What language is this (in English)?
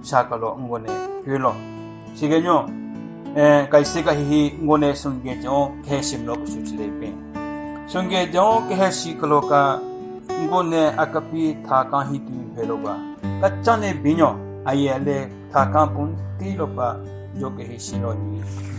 Southern Rengma Naga